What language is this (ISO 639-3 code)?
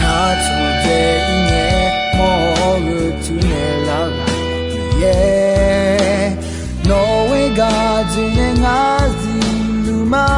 ahk